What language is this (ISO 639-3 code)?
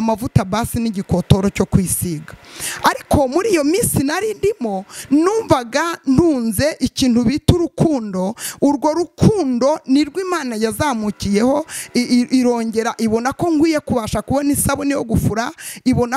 kin